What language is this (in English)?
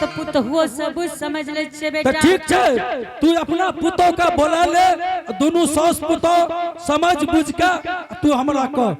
Angika